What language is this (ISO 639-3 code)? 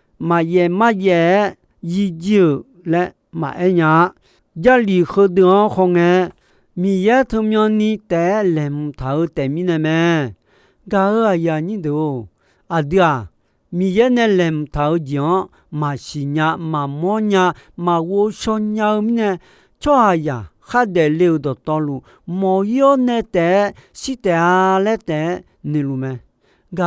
ahk